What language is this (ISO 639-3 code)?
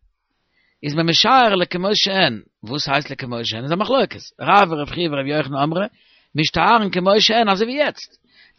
yid